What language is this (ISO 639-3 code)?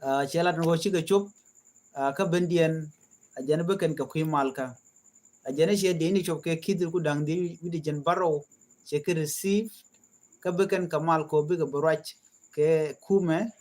nus